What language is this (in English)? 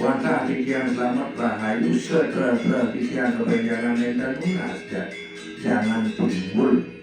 Balinese